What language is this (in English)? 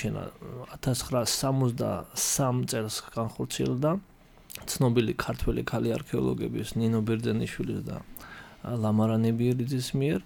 Georgian